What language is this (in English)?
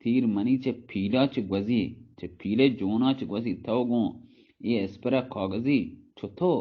Baluchi